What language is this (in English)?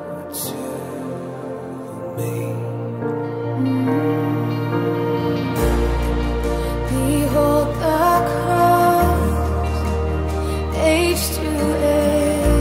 Afrikaans